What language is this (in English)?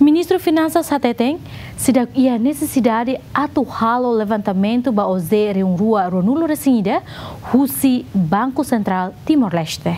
Tetum